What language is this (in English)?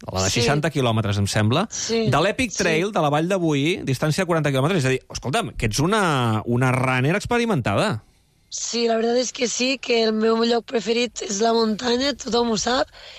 Catalan